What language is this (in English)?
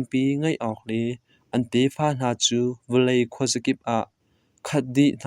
Hakha Chin